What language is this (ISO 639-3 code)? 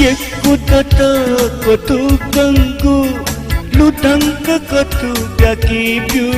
new